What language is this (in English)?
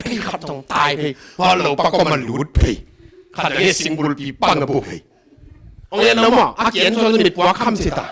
Tedim Chin